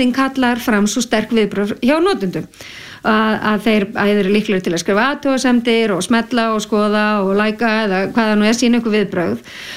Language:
Icelandic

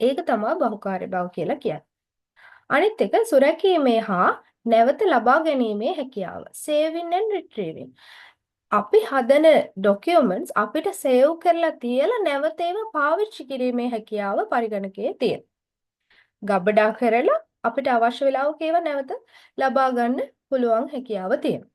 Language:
Sinhala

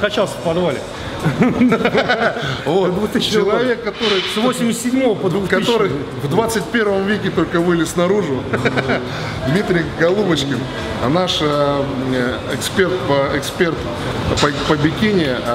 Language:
Russian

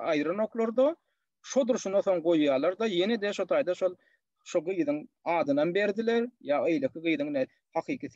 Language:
Turkmen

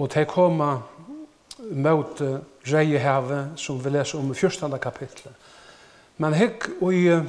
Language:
Faroese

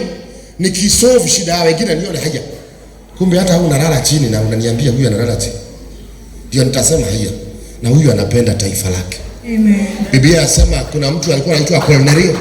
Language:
Swahili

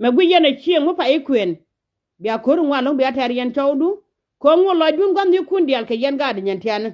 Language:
Nuer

